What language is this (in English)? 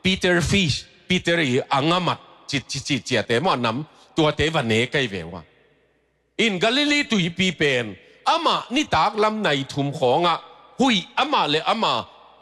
Tedim Chin